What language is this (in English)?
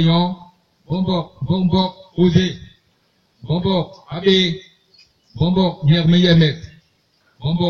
Basaa